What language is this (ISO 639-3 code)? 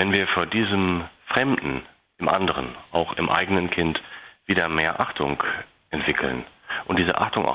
deu